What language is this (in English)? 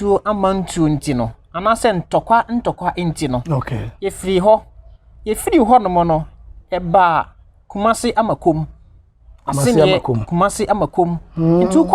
Akan